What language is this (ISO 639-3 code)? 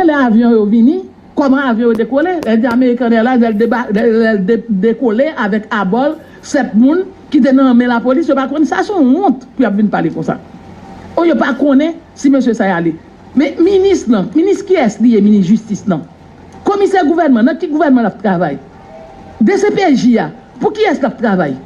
hat